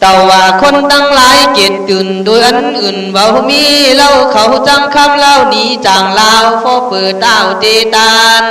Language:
Khün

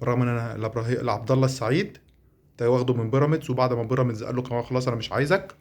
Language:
Egyptian Arabic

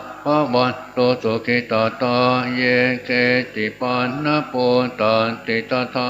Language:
Pali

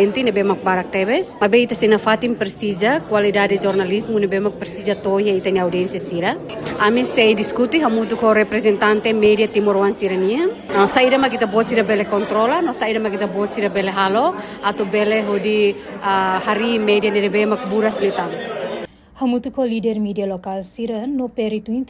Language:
Tetum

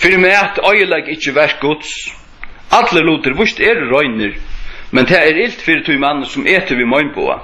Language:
Faroese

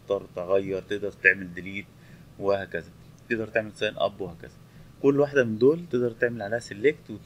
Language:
Egyptian Arabic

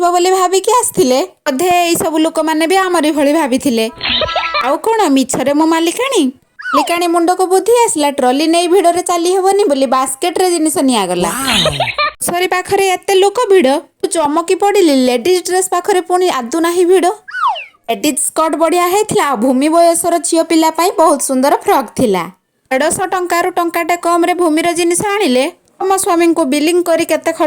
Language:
Odia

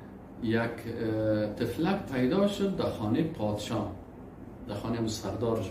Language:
Persian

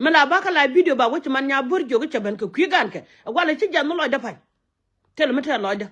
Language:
Nuer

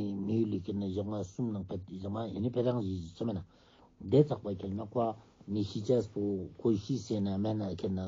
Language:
Ladakhi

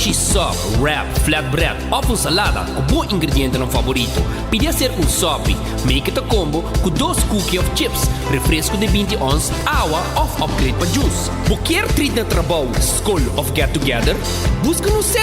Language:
Papiamento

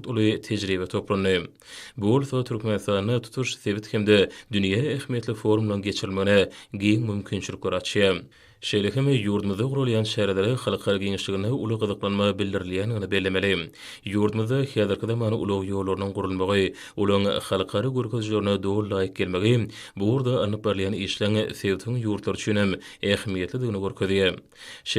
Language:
Turkmen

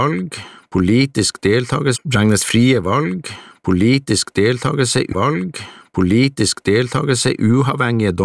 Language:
Norwegian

